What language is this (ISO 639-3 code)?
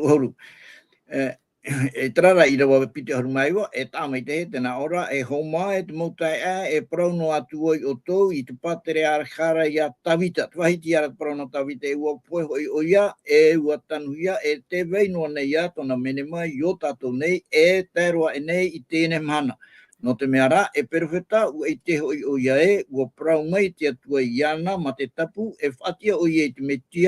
tah